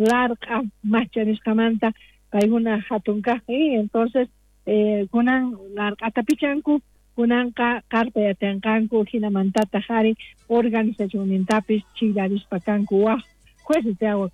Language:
South Bolivian Quechua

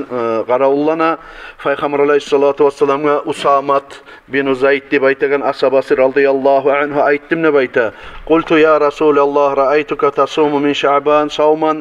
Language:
Kumyk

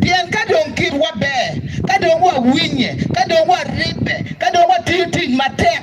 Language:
Acoli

